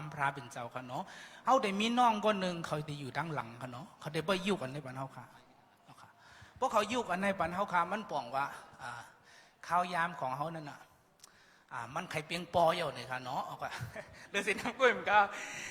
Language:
Shan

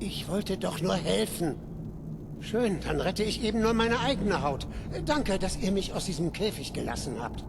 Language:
Bavarian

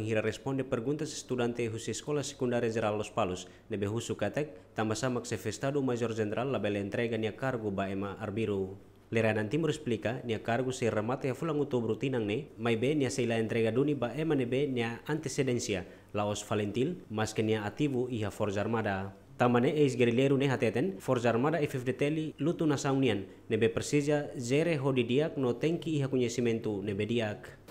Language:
Tetum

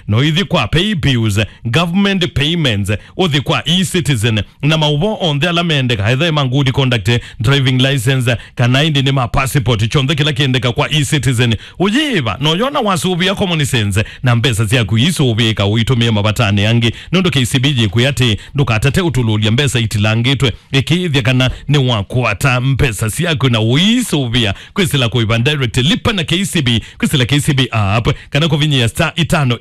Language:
Kamba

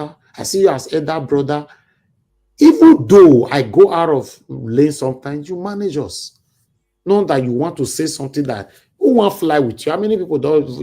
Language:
Nigerian Pidgin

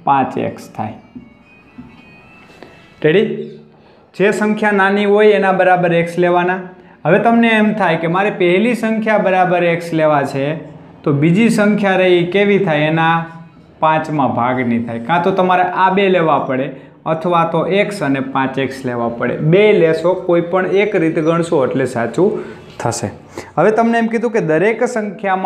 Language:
Gujarati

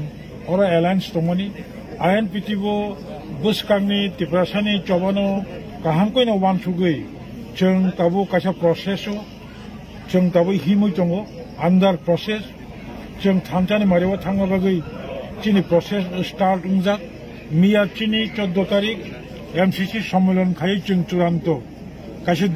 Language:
Kok Borok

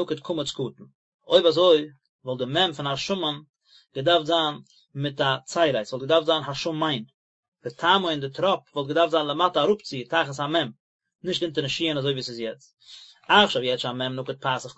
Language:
Yiddish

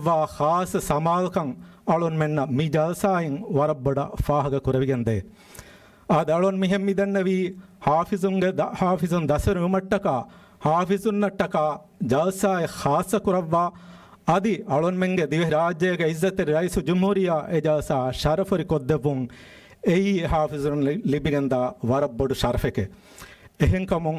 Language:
Divehi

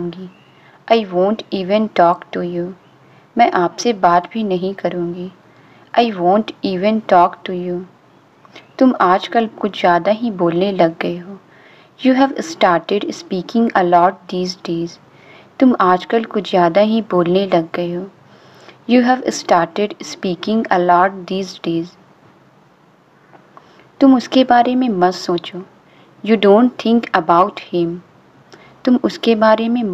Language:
Hindi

